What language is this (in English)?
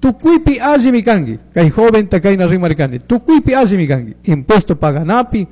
Chimborazo Highland Quichua